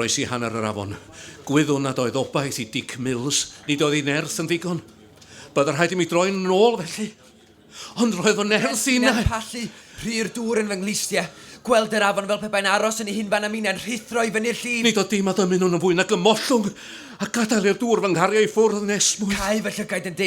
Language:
Welsh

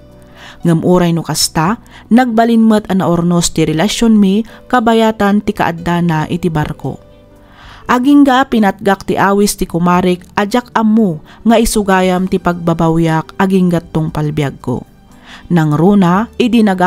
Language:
Iloko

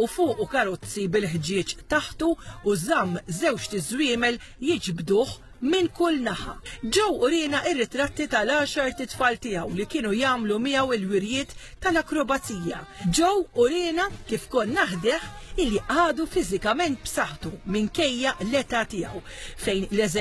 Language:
Maltese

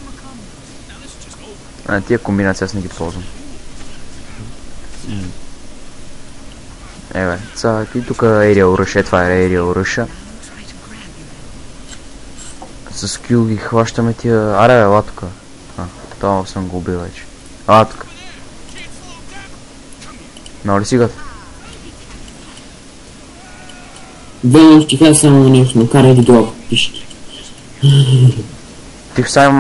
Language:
Bulgarian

